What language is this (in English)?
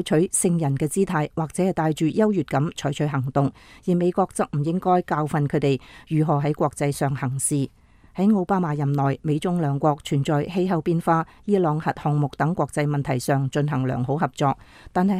Cantonese